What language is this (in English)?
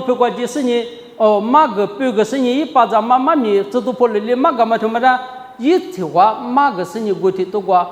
Lisu